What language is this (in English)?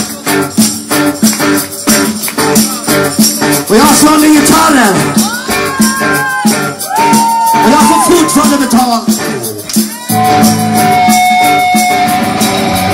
Swedish